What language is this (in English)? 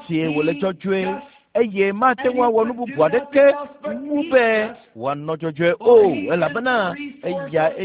Ewe